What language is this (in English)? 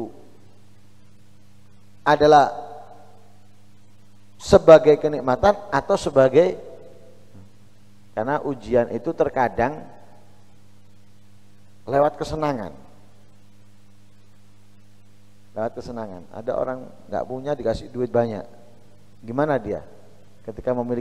Indonesian